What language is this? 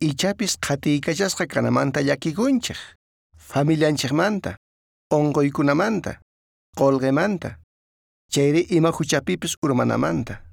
South Bolivian Quechua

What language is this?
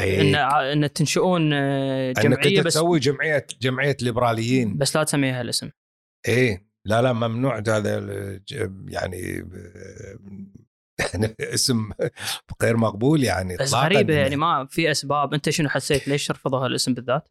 Gulf Arabic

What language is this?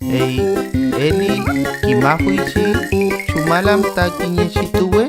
Mapuche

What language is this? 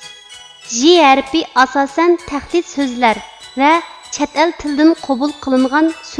Uyghur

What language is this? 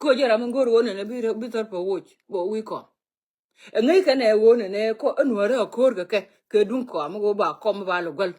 Nuer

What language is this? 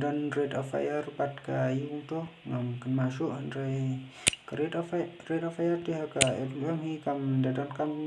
Khasi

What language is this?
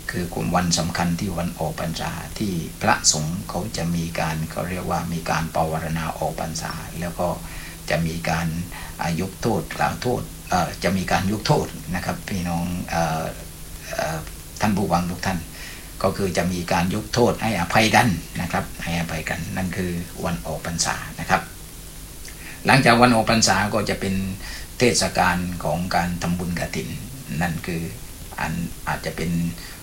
Thai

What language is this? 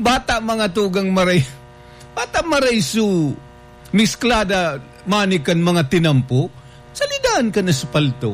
Bikol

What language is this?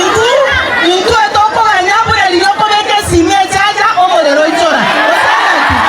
Gusii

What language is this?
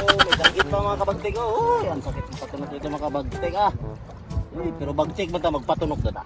Cebuano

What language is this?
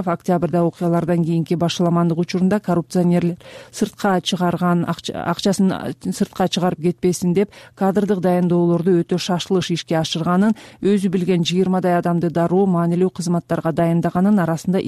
Kyrgyz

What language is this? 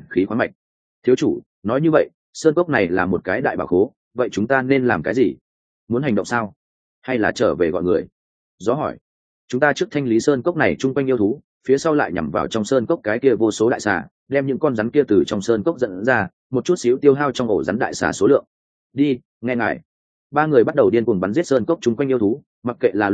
Vietnamese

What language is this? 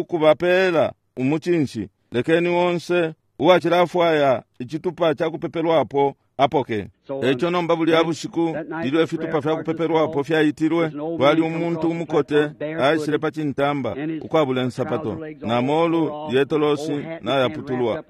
Bemba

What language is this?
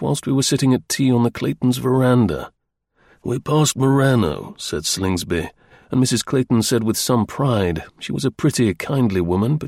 English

